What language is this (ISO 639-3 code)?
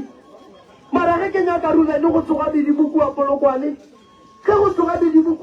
nso